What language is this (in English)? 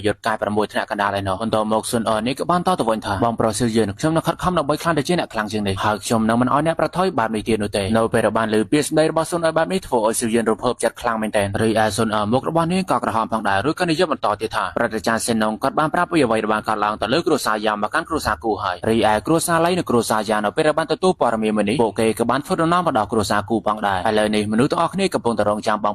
Khmer